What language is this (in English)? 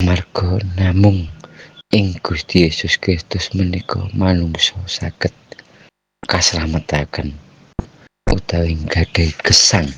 Javanese